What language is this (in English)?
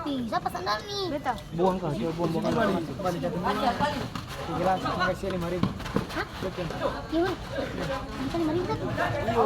Ambonese Malay